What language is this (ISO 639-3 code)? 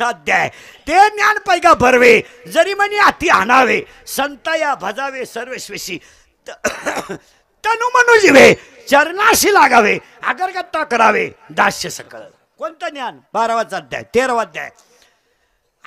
mar